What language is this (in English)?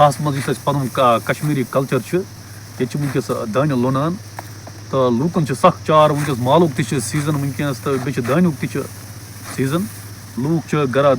Kashmiri